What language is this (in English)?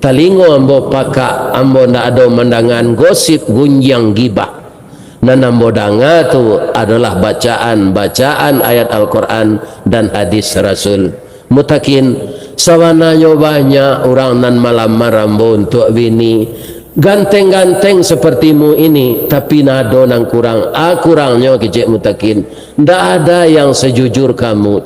Minangkabau